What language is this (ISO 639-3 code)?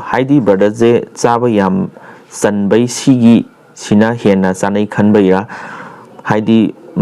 mni